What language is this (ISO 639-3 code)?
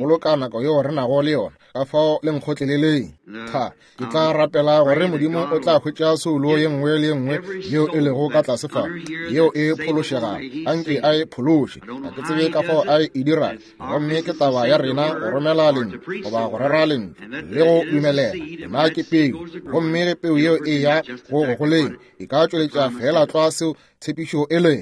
nso